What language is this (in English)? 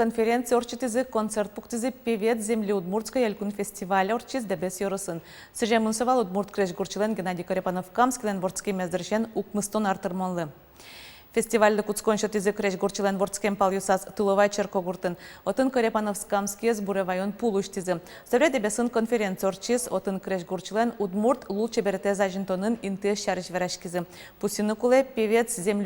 Udmurt